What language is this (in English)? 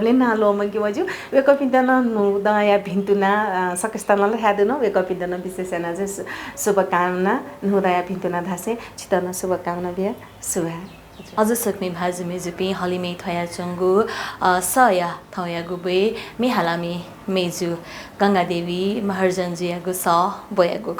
Newari